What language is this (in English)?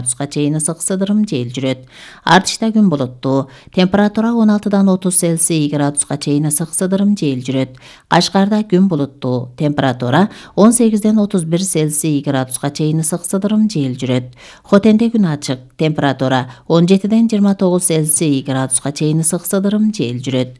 Kyrgyz